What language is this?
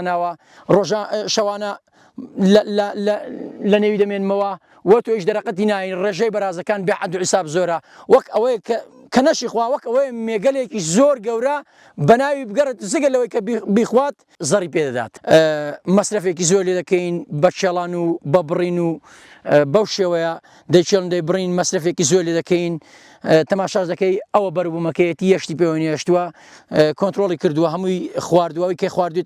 Central Kurdish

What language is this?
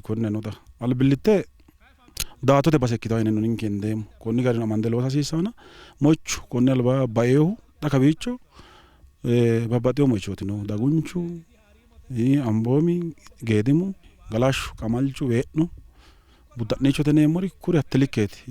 Sidamo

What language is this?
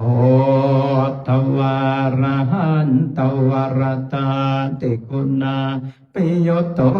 Pali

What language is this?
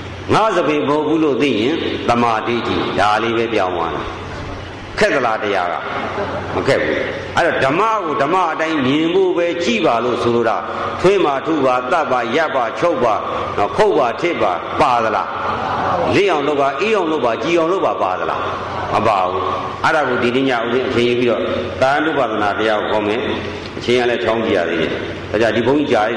Burmese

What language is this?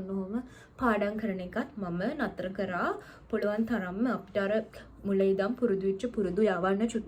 Sinhala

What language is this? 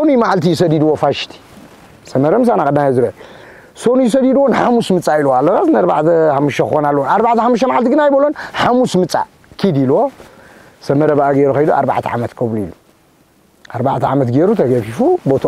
Tigrinya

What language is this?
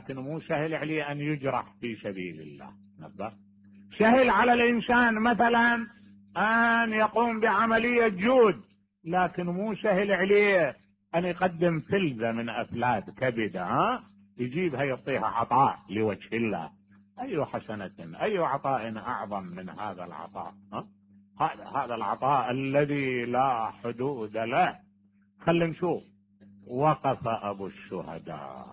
Mesopotamian Arabic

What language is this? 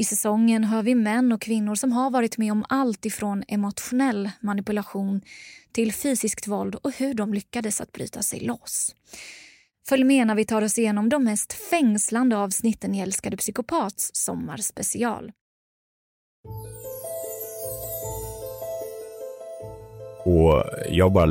Swedish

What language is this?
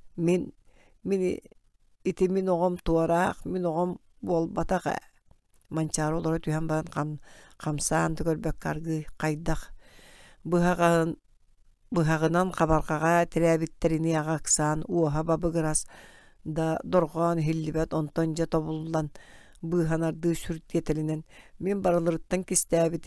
Yakut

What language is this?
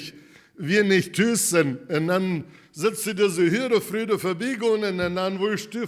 Plautdietsch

